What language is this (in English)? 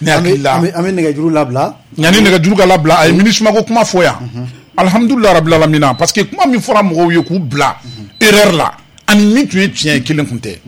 Bambara